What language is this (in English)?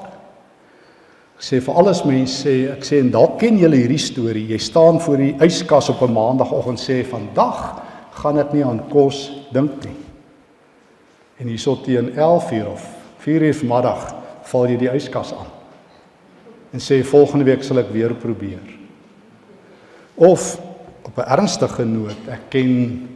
Afrikaans